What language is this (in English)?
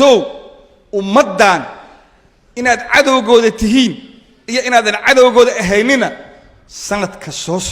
Somali